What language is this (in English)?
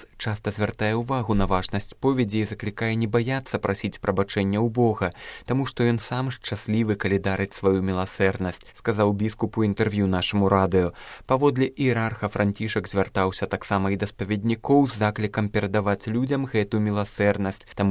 Belarusian